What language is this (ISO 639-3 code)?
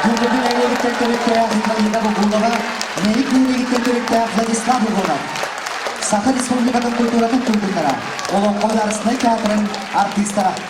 sah